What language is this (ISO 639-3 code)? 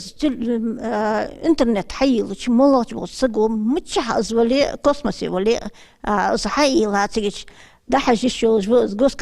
inh